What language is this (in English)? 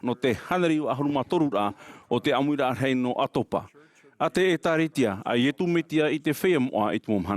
Tahitian